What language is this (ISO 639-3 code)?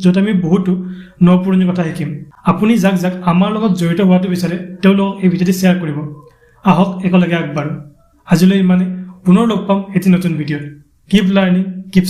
asm